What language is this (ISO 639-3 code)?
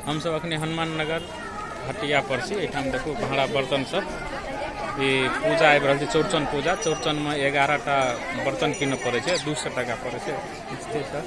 mai